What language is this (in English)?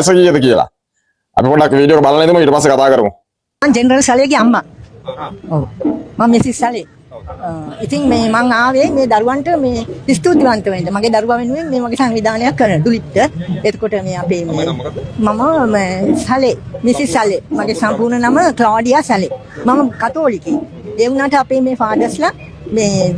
Sinhala